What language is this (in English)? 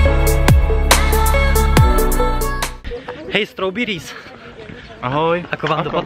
Slovak